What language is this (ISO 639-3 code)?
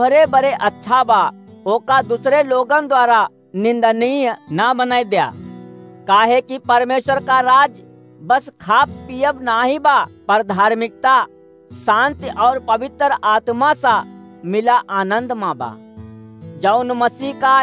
awa